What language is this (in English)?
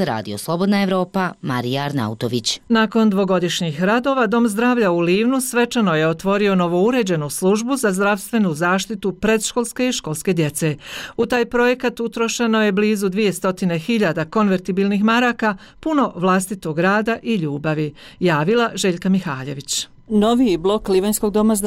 Bosnian